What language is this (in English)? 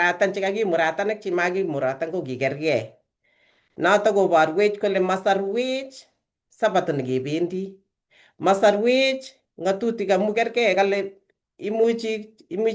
Kalenjin